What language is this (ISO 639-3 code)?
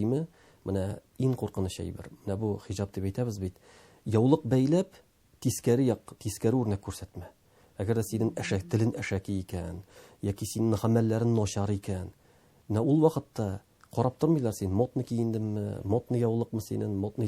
tat